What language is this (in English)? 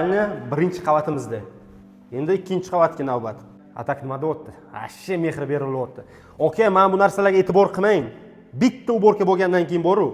Uzbek